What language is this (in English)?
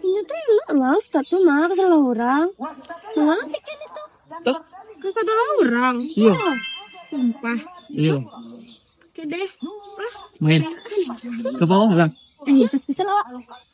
Minangkabau